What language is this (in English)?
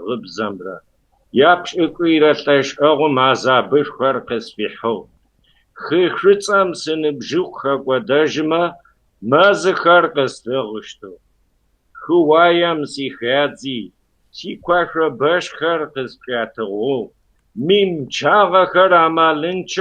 Kabardian